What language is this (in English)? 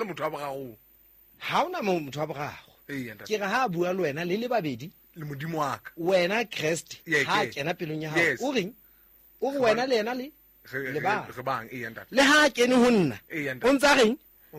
Southern Sotho